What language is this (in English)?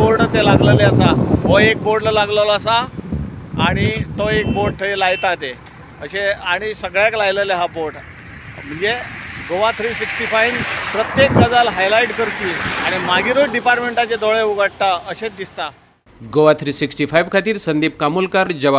Konkani